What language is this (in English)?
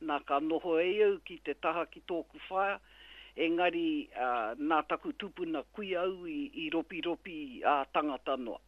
Māori